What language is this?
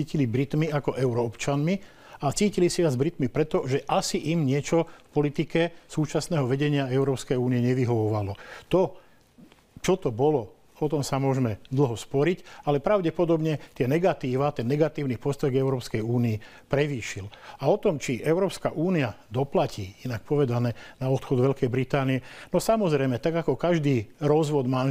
Slovak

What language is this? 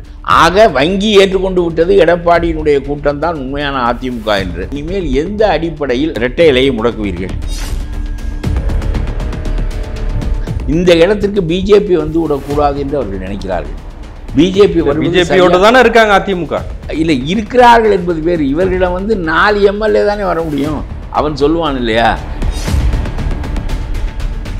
Tamil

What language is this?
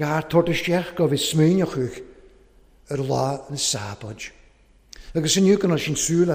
Welsh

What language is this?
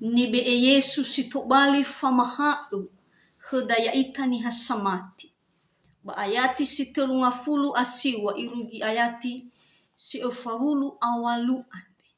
Nias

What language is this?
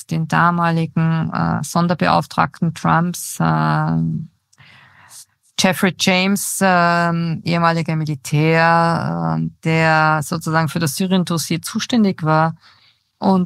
German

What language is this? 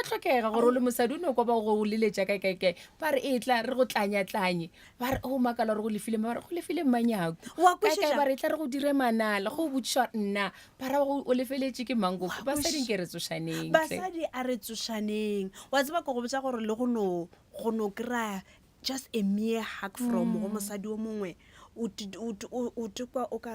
Northern Sotho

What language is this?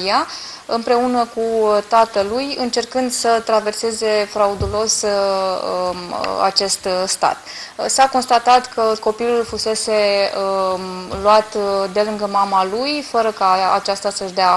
Romanian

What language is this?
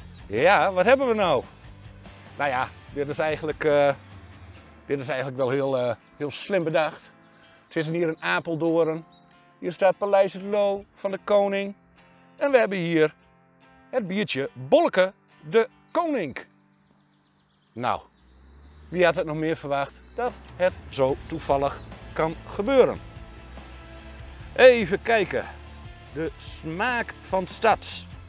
Dutch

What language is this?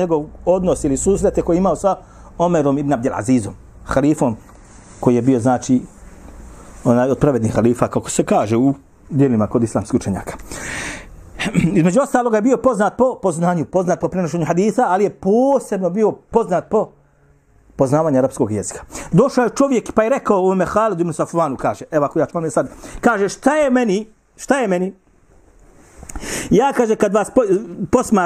Bosnian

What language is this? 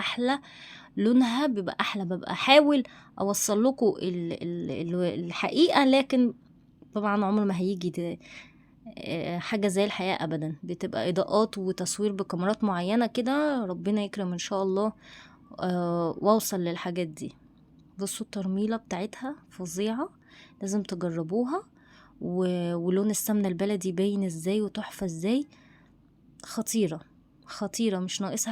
Egyptian Arabic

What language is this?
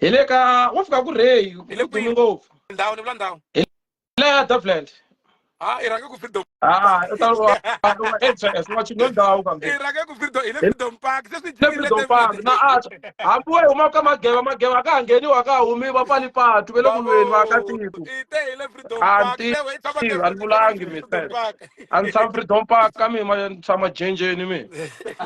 Tsonga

